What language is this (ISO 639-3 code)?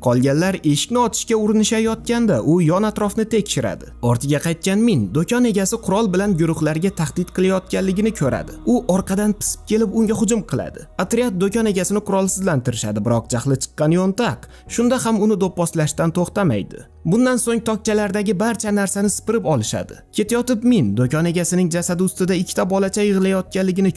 uzb